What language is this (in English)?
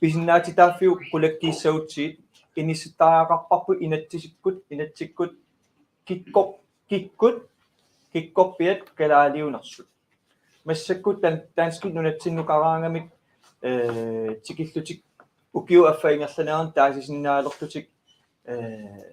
Kalaallisut